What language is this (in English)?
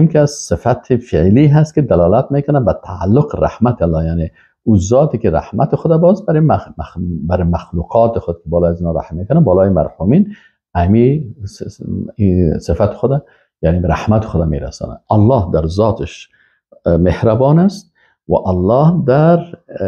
Persian